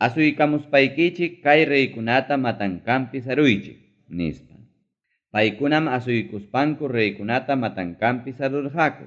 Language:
Ayacucho Quechua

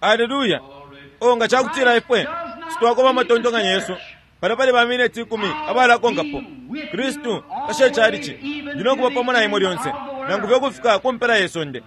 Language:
Bemba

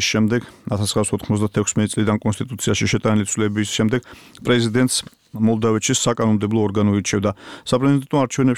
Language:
Georgian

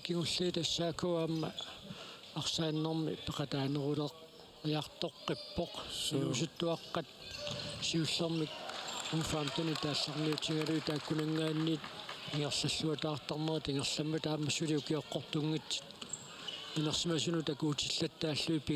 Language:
Kalaallisut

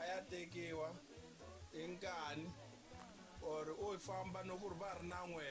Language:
Tsonga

